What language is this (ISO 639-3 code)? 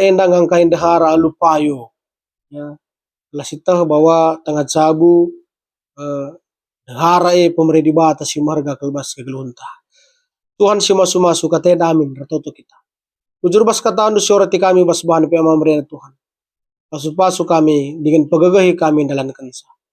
btx